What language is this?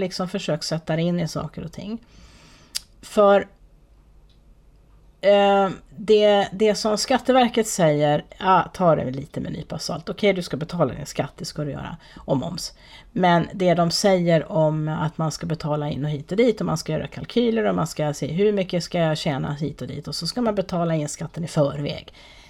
Swedish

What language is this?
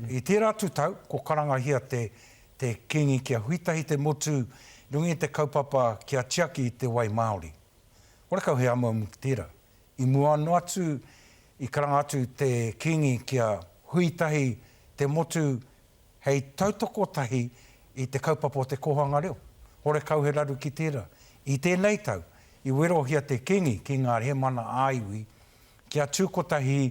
Māori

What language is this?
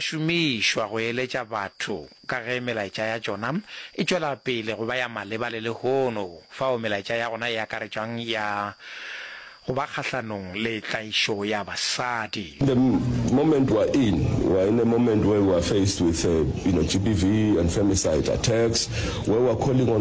Northern Sotho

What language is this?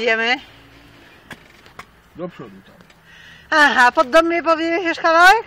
Polish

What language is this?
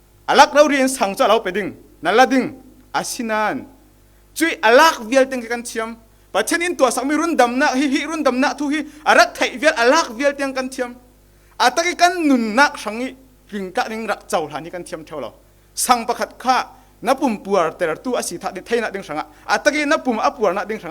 Falam Chin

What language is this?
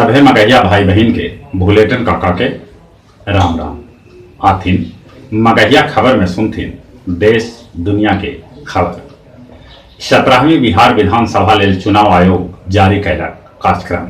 Magahi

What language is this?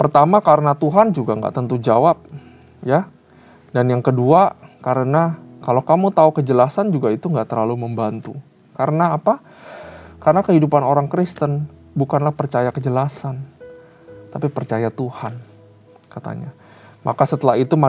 Indonesian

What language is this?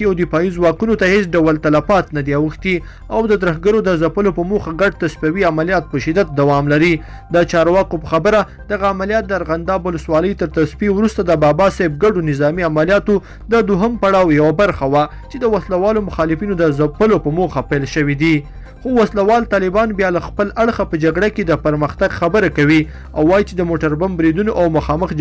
Pashto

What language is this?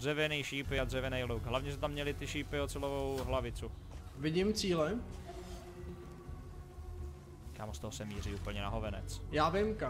Czech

